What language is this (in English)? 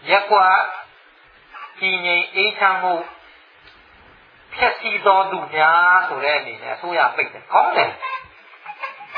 Burmese